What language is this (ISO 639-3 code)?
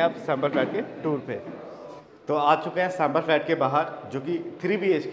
hin